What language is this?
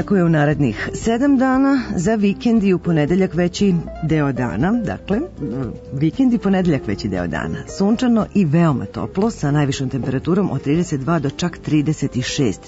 Serbian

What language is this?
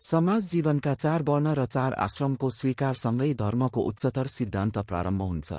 Nepali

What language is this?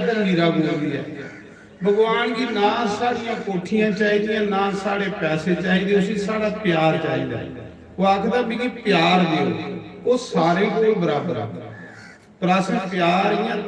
Dogri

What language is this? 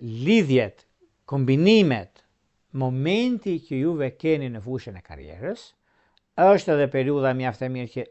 Albanian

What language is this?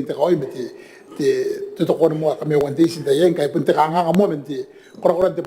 Gilbertese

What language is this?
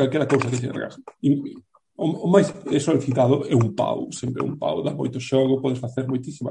Galician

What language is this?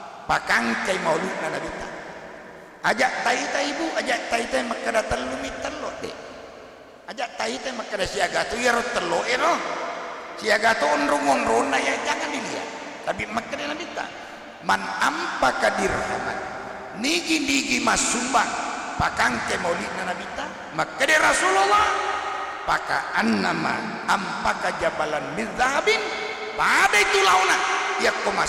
Buginese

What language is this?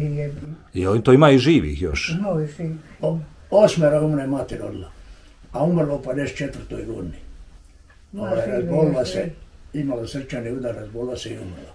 Bosnian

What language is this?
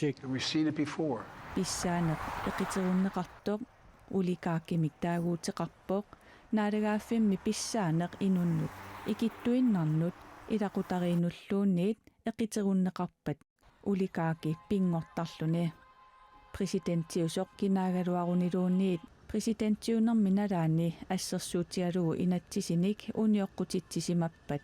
Kalaallisut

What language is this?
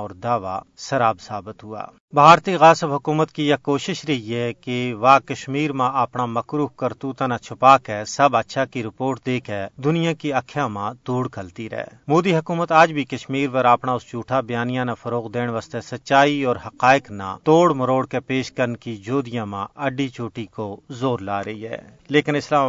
Gujari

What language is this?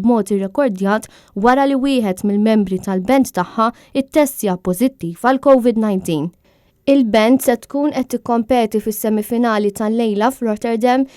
Maltese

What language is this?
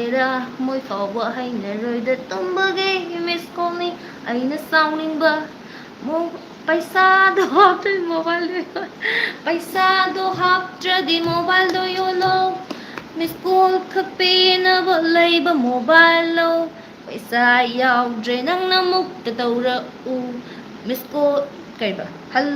Manipuri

